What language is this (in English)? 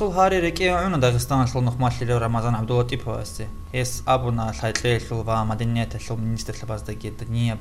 Avaric